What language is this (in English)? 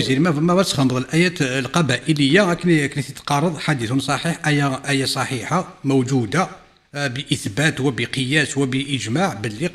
Kabyle